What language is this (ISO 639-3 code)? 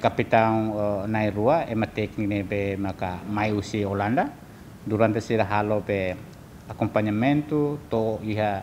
tet